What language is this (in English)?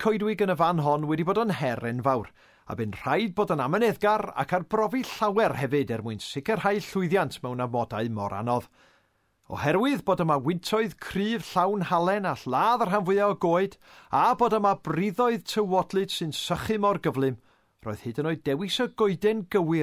Welsh